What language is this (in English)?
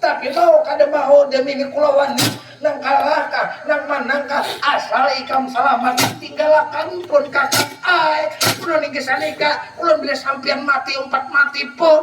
Banjar